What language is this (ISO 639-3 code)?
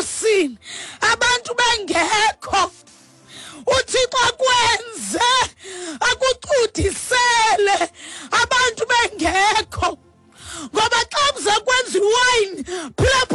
xho